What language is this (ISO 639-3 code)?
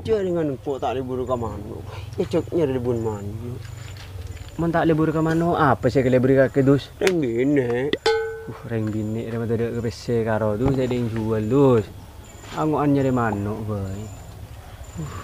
mad